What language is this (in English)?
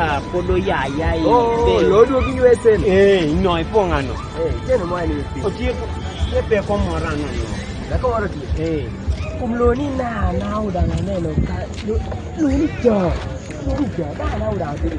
Kumam